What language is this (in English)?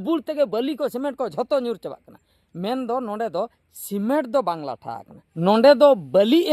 Santali